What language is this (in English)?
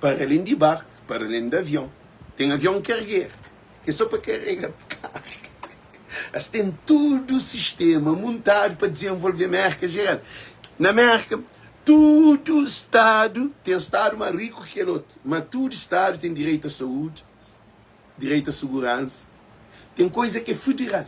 Kabuverdianu